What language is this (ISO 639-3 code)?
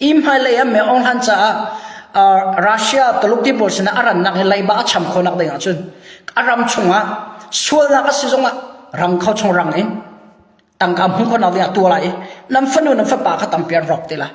cnh